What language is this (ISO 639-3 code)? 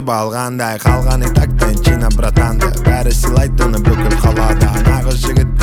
kaz